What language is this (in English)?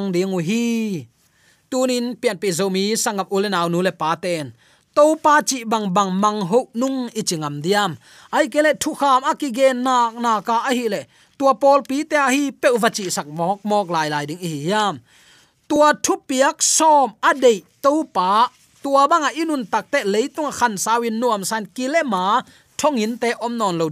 Tedim Chin